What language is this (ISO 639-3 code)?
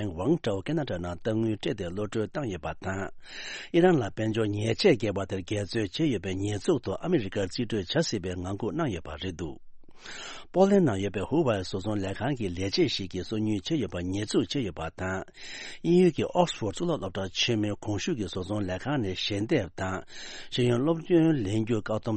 bod